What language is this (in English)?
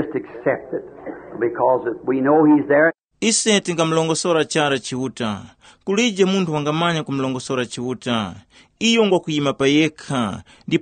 Tumbuka